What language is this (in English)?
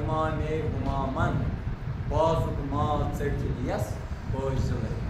Kashmiri